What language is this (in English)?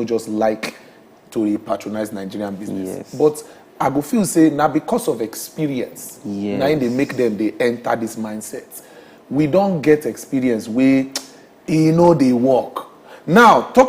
Nigerian Pidgin